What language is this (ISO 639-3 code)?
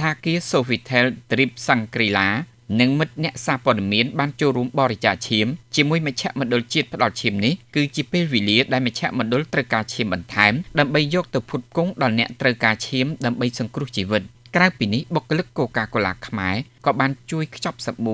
khm